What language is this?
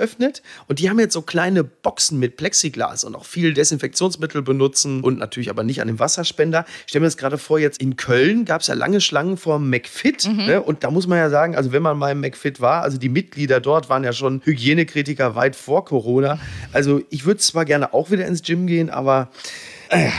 German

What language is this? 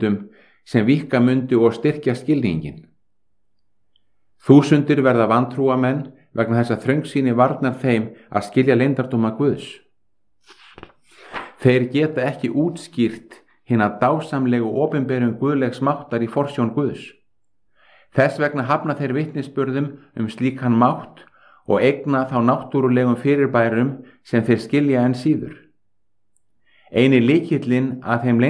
Icelandic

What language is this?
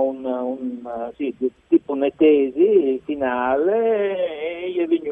Friulian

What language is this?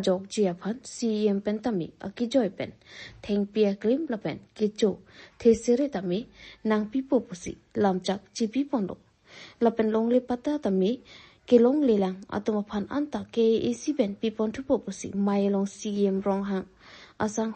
Karbi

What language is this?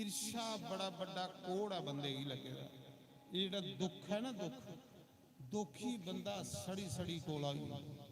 Dogri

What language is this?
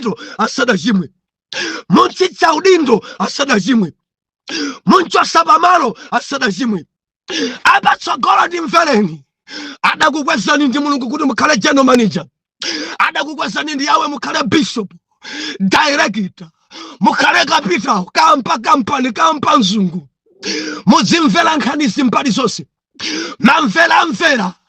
Nyanja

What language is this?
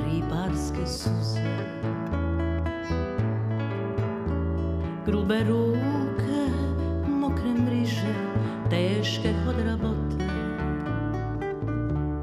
Croatian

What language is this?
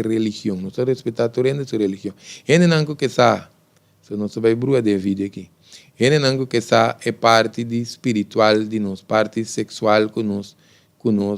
Papiamento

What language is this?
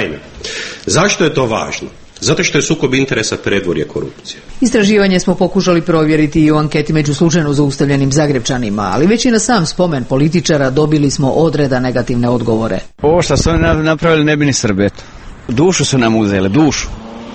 Croatian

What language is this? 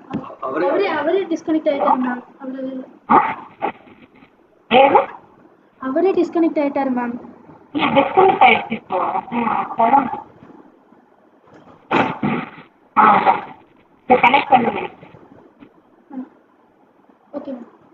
Tamil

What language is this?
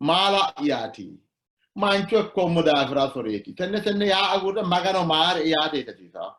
Sidamo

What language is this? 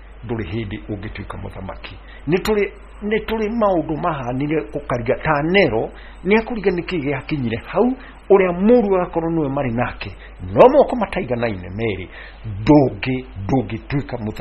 Kikuyu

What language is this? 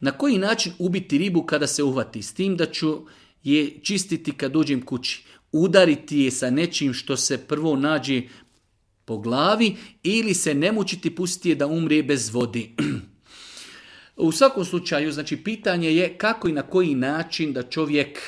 Serbian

